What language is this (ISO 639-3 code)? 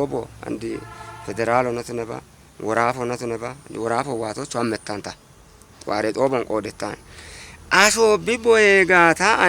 kbr